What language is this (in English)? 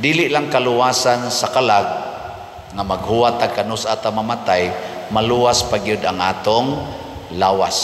Cebuano